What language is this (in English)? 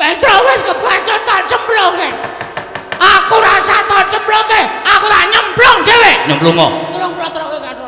Javanese